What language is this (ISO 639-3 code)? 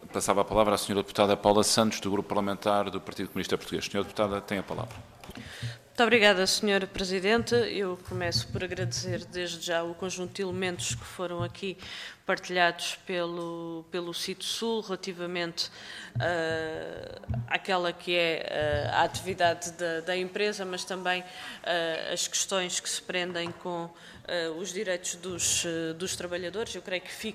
por